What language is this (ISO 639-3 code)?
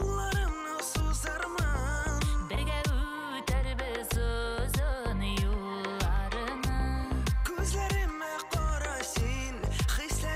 bak